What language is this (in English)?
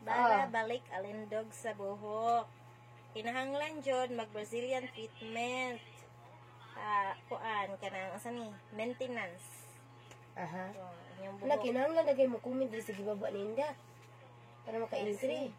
Cebuano